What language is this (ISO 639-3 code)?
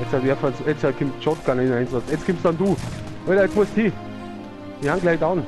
bar